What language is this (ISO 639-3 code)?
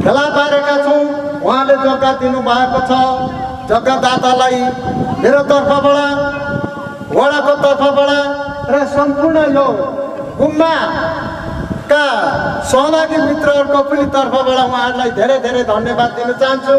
nep